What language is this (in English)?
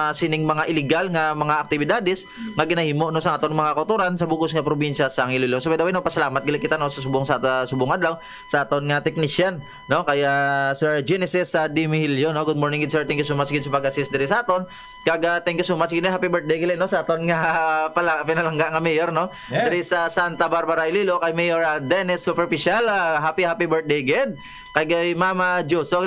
Hiligaynon